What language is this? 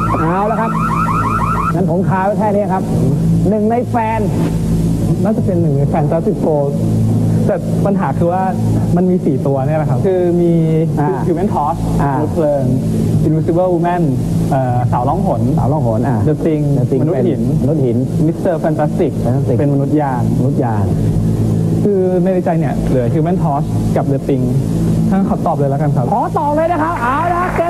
Thai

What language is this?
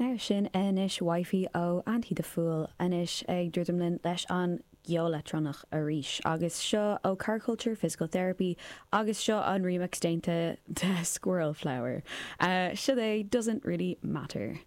Irish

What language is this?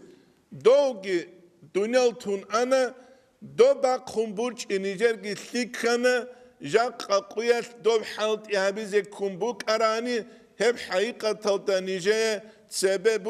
Avaric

